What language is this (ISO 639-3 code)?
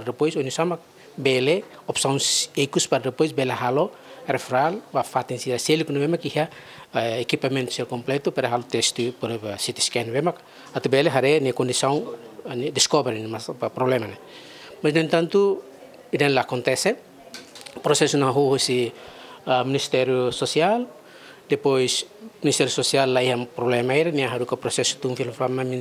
tet